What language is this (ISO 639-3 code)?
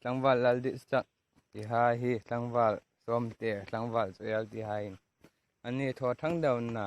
hmr